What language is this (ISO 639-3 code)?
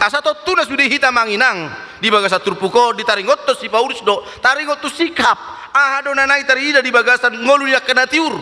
bbc